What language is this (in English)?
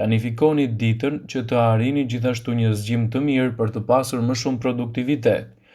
Albanian